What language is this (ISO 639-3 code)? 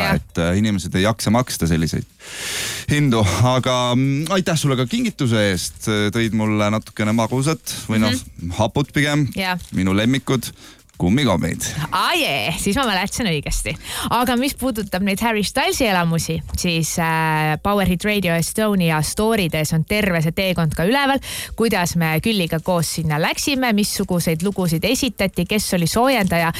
est